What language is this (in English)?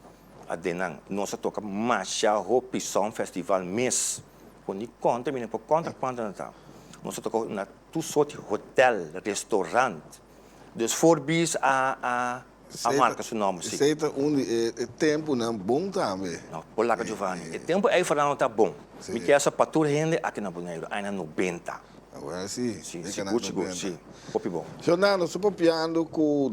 Papiamento